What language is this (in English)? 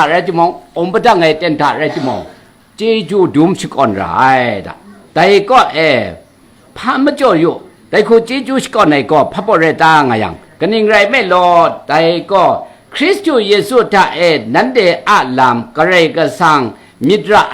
Kachin